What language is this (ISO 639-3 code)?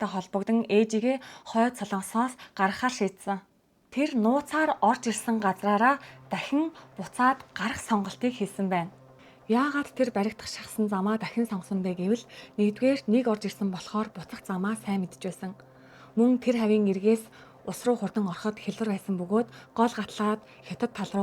mon